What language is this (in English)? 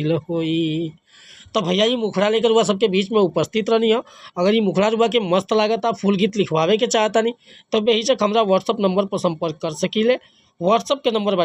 Bhojpuri